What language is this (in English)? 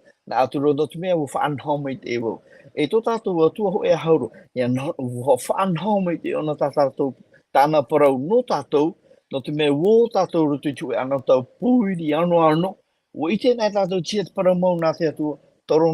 Tahitian